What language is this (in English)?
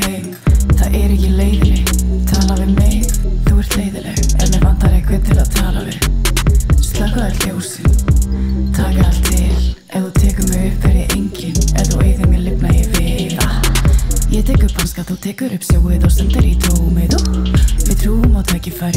Icelandic